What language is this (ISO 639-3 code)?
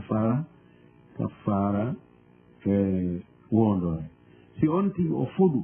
ful